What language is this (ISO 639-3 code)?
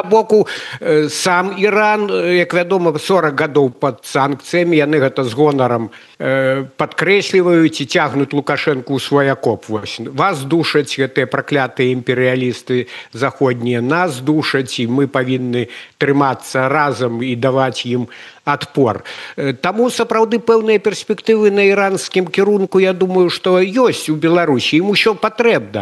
bel